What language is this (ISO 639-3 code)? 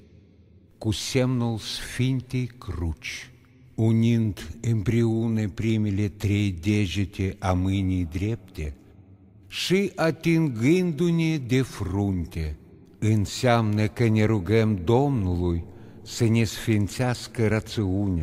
ron